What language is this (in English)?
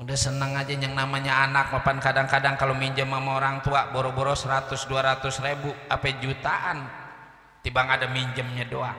Betawi